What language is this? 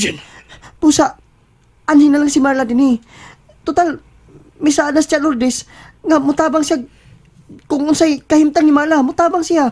Cebuano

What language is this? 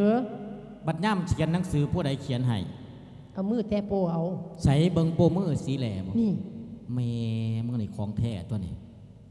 Lao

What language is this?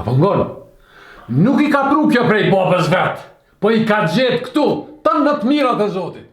Albanian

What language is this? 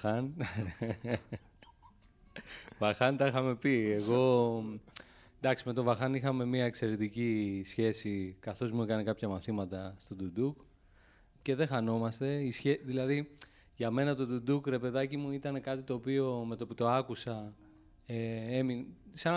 Greek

